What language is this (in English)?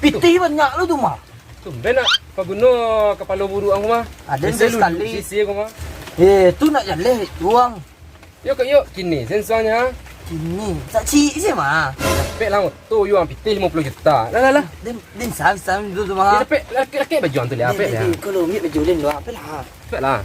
Minangkabau